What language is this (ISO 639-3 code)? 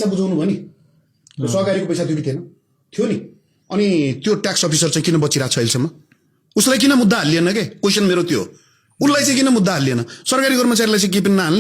nep